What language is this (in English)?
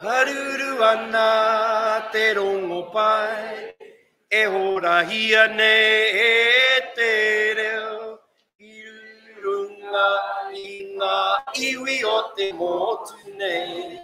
Māori